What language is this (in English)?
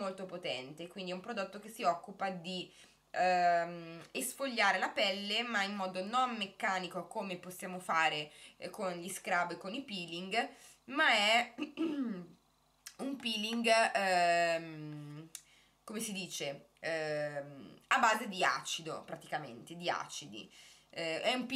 Italian